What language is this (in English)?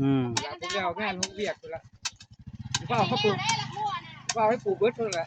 Northeastern Thai